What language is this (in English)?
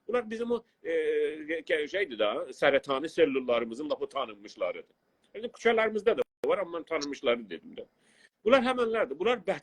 South Azerbaijani